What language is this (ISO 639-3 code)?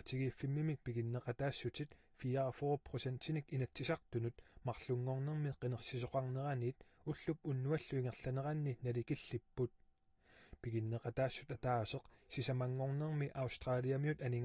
kal